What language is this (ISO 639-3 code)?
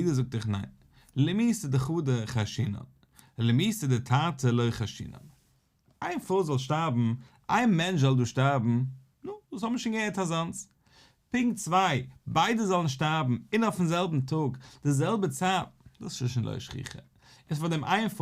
yid